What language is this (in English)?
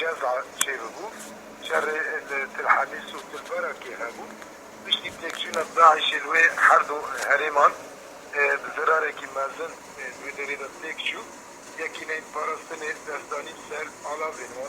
Kurdish